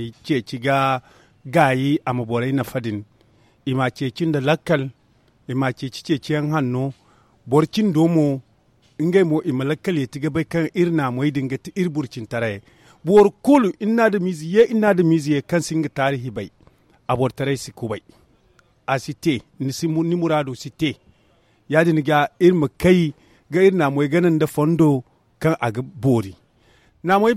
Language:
Zarma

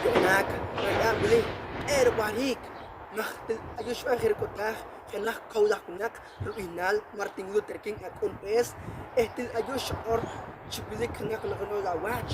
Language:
Poqomchi'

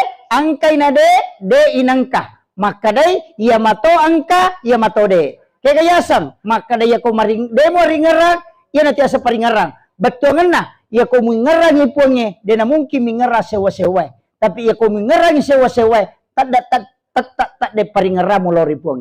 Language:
Buginese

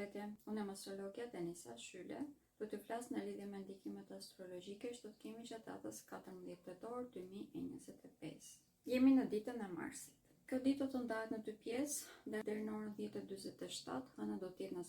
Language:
Albanian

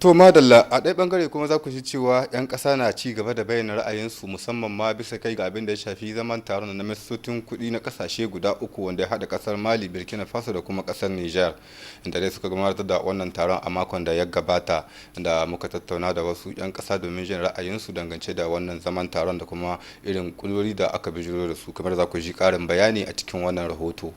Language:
Hausa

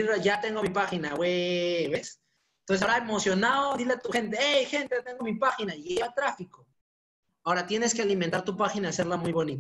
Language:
Spanish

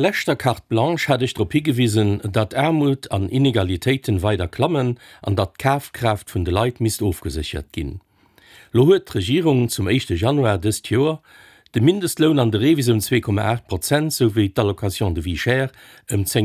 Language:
Luxembourgish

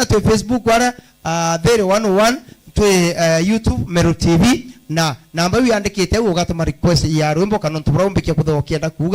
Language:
Meru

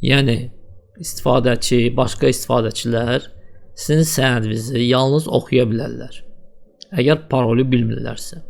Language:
Azerbaijani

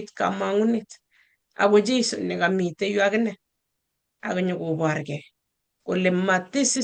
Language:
Kalenjin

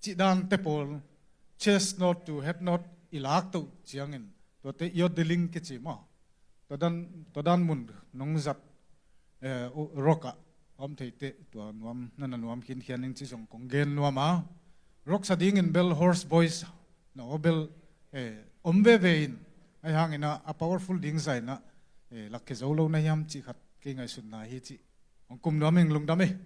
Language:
Tedim Chin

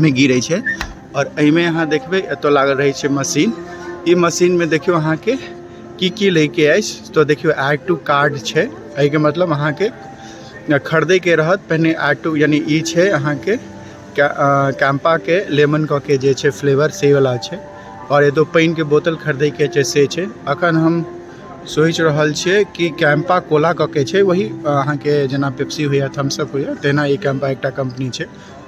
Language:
Maithili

